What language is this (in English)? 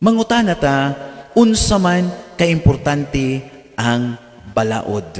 Cebuano